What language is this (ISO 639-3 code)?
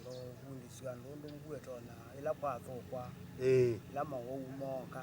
kam